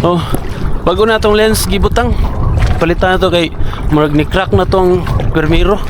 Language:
Cebuano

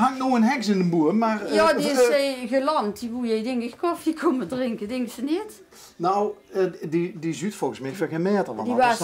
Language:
Limburgish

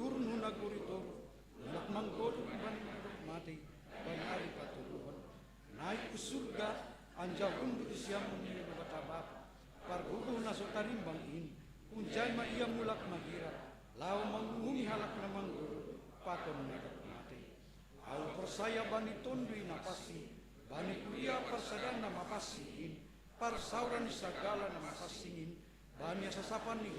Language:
Batak Simalungun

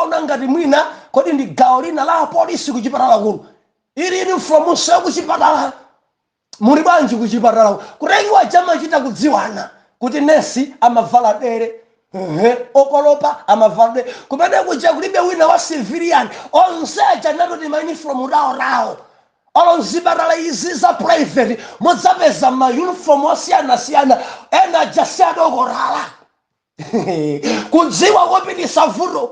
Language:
Nyanja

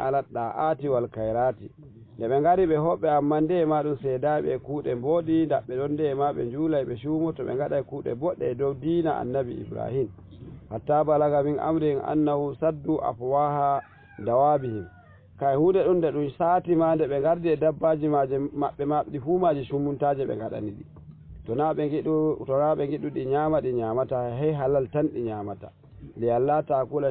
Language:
Fula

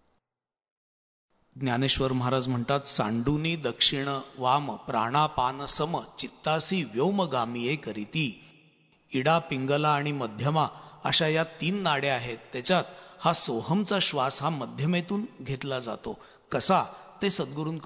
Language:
Marathi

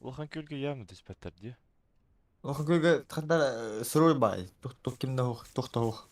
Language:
Yakut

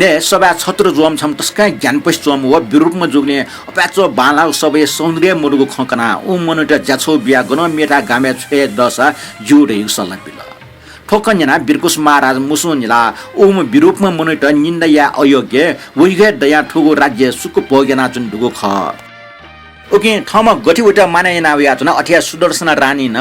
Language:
Newari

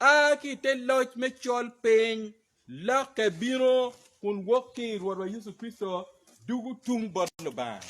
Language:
Acoli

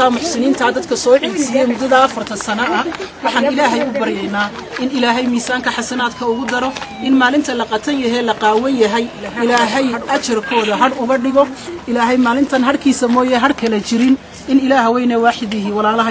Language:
Somali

